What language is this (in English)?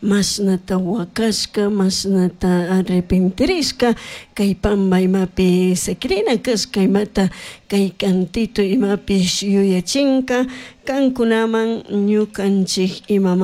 Chimborazo Highland Quichua